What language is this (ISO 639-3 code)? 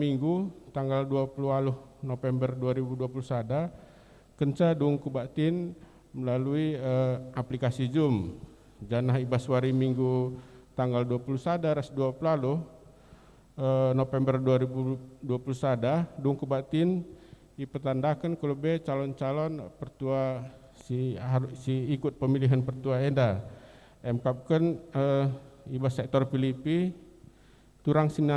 btx